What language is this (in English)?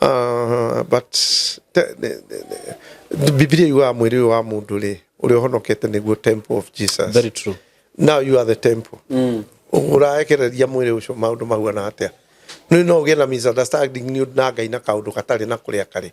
Kikuyu